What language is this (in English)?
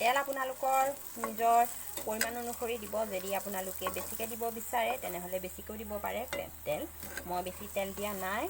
Assamese